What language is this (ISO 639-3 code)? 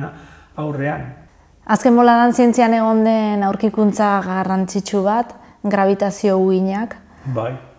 eus